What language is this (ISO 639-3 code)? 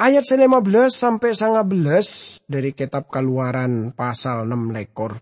mad